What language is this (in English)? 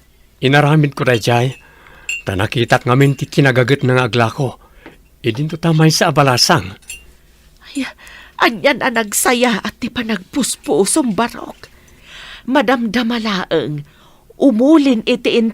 Iloko